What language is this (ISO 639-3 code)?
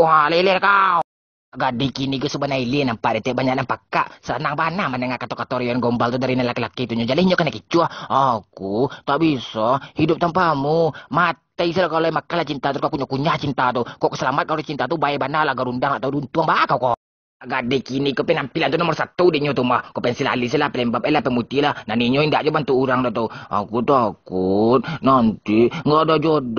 min